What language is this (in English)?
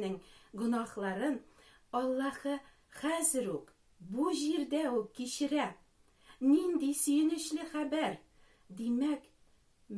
Tatar